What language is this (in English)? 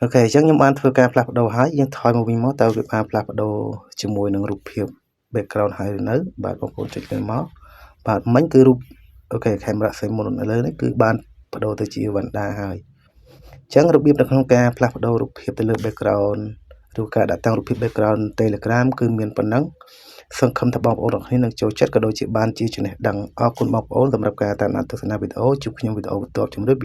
Khmer